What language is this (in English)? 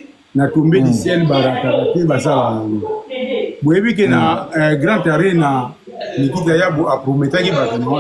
Lingala